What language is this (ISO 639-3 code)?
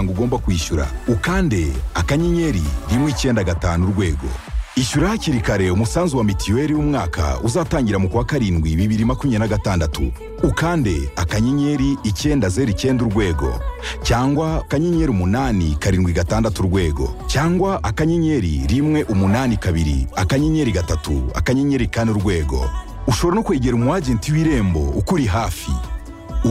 kin